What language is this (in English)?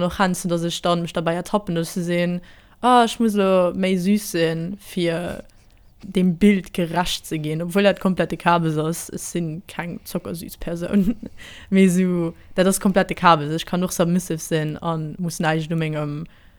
Luxembourgish